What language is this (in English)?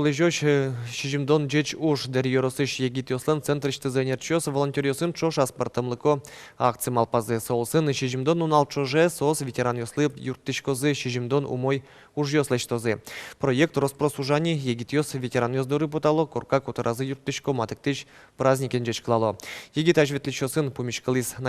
Udmurt